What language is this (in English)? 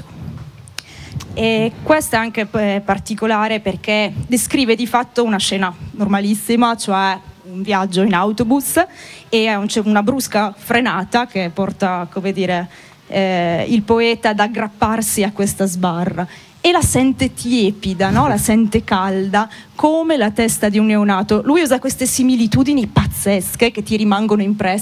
Italian